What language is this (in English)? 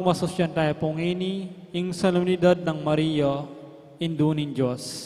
Pampanga